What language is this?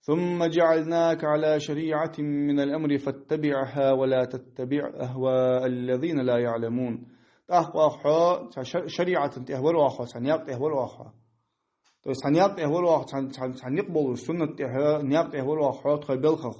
Ingush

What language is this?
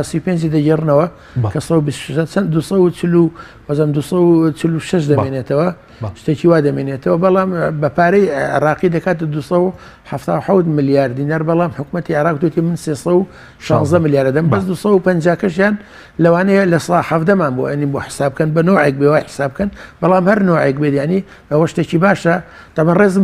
Central Kurdish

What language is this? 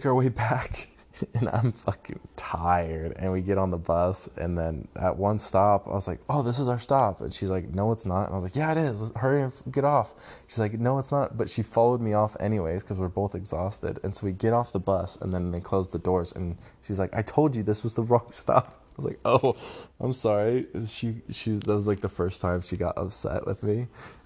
English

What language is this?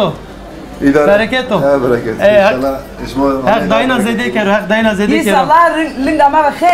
Zaza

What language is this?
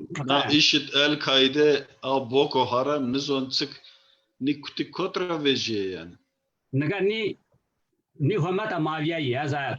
Zaza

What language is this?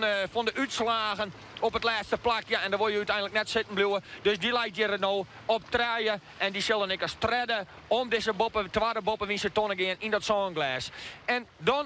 Western Frisian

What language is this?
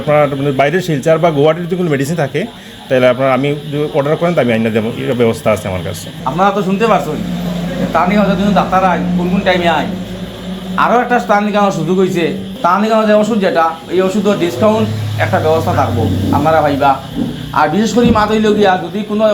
Sylheti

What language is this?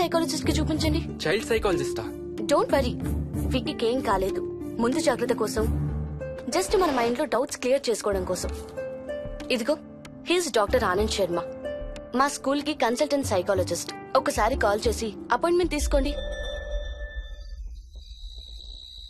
Telugu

